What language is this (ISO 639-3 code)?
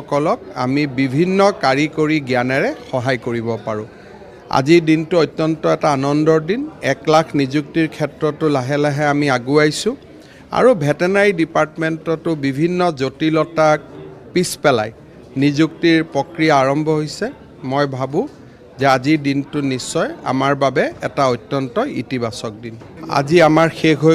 asm